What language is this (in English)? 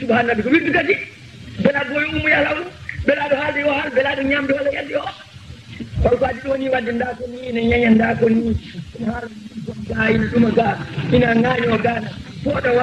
Fula